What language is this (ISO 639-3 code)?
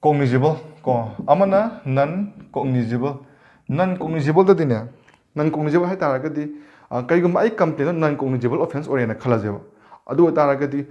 mni